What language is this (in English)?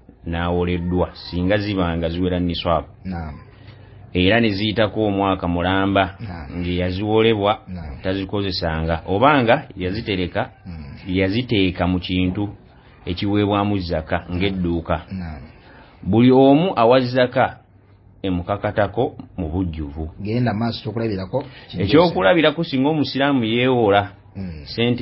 Ganda